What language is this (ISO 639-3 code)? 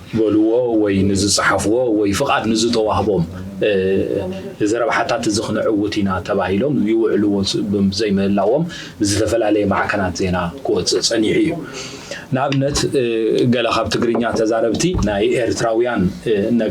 tir